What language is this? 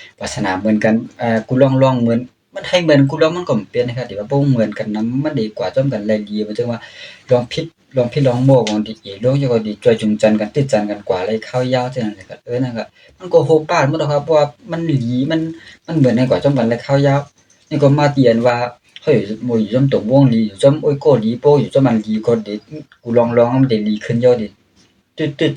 Shan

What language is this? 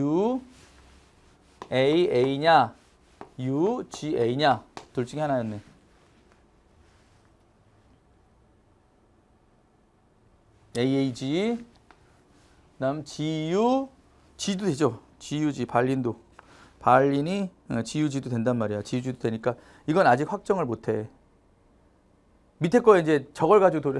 Korean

